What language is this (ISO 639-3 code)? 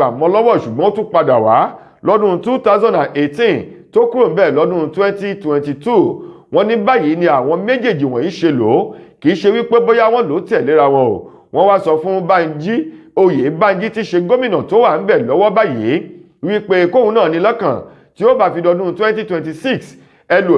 yor